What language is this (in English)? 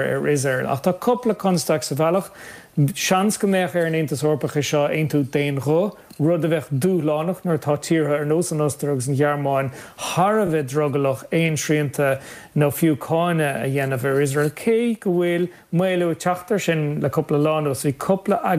Irish